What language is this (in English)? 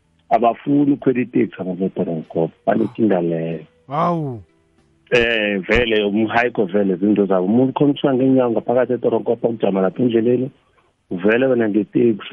South Ndebele